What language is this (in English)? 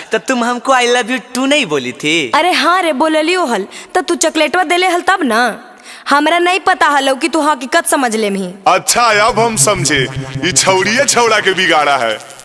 Magahi